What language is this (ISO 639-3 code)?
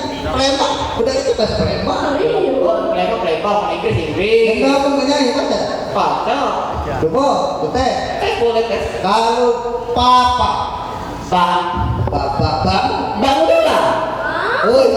mui